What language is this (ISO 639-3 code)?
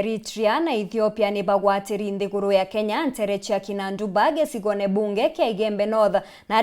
mer